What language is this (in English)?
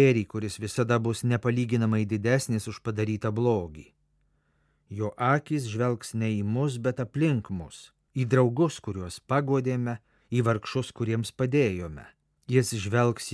Lithuanian